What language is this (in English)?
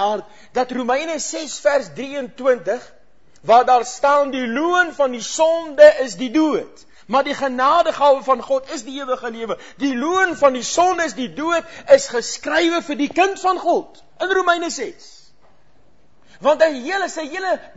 Afrikaans